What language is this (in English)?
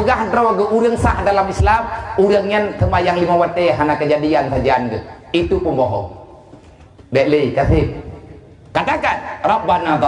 Achinese